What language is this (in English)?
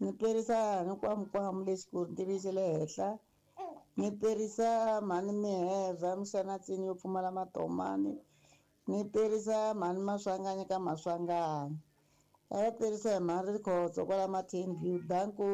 Tsonga